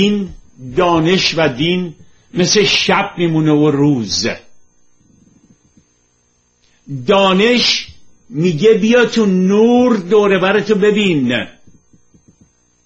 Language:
Persian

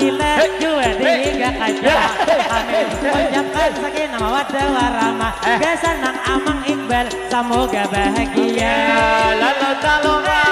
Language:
Banjar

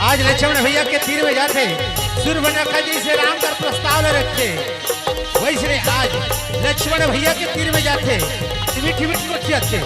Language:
Chhattisgarhi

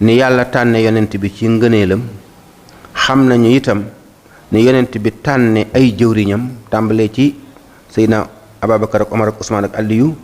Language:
Wolof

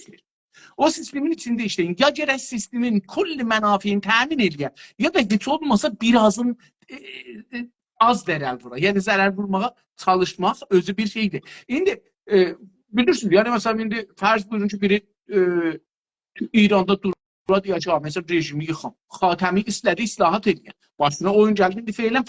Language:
South Azerbaijani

